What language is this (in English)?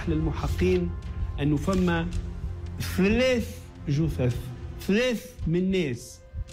Tunisian Arabic